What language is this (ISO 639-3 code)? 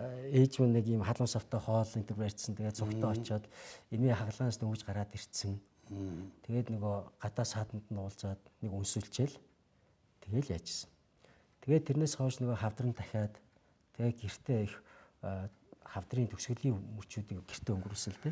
mon